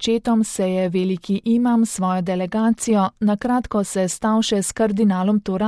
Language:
Slovenian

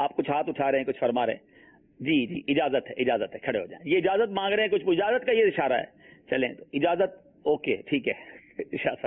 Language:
Urdu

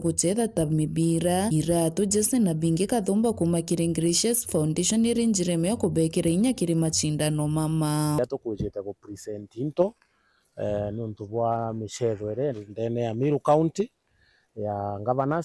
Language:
Meru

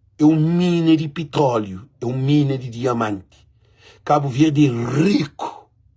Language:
Kabuverdianu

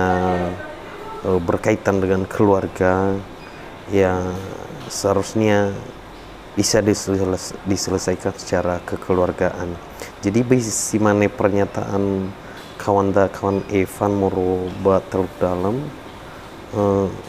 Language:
Nias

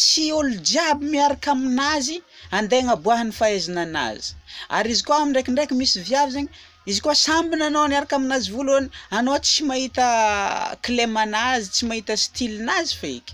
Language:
Malagasy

